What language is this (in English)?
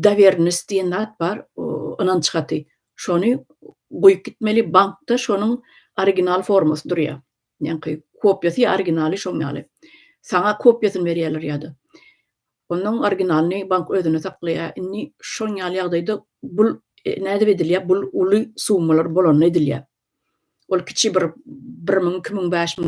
Turkmen